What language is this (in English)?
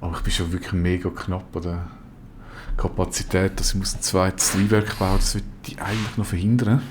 Swiss German